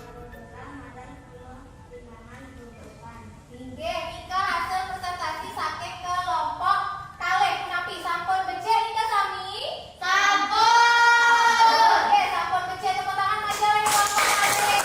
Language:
Balinese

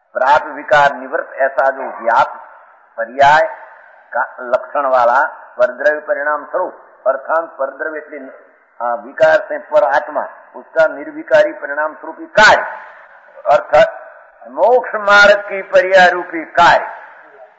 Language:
Hindi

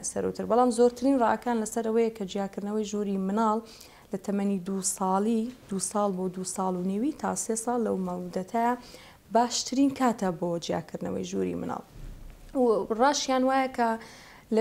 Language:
Central Kurdish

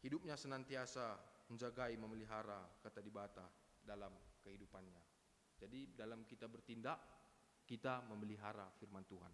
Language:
Batak Karo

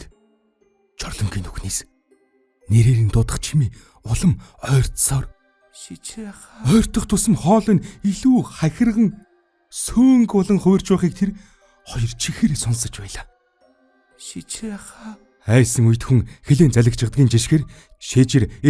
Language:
Mongolian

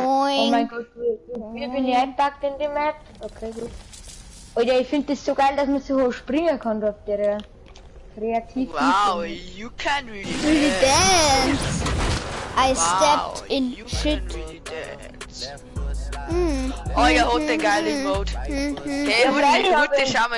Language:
Bavarian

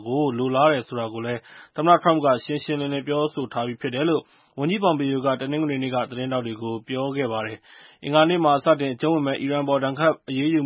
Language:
Burmese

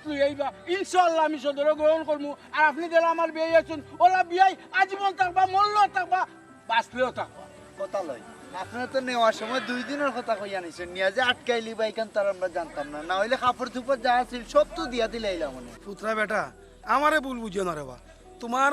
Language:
Sylheti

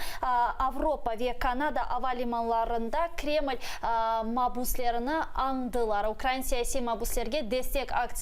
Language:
Crimean Tatar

